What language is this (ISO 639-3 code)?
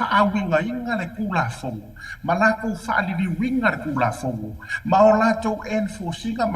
smo